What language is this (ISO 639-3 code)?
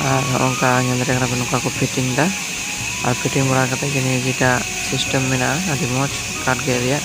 sat